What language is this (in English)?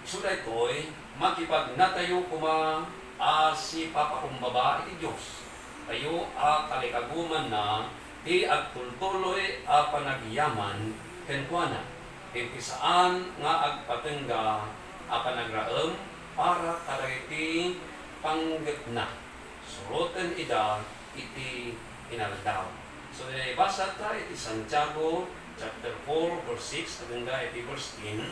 Iloko